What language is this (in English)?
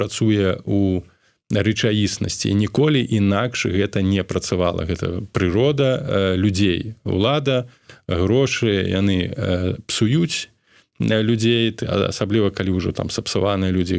Belarusian